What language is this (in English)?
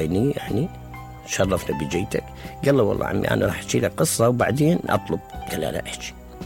Mesopotamian Arabic